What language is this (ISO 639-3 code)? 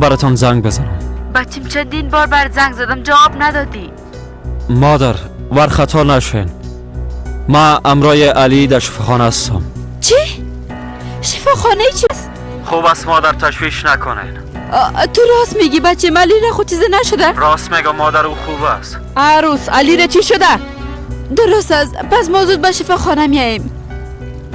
fas